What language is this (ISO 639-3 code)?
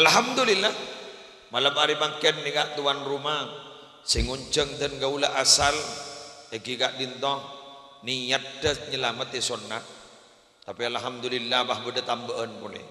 mad